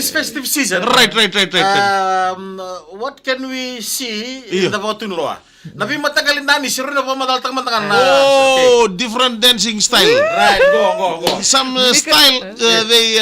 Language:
Fijian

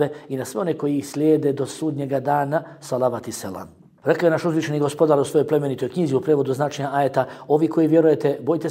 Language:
Bosnian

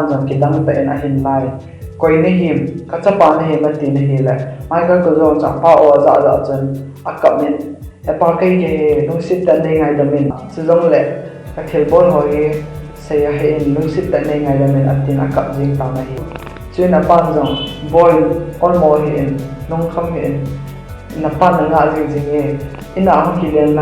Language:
Thado Chin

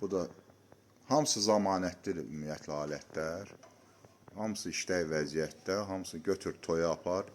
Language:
Azerbaijani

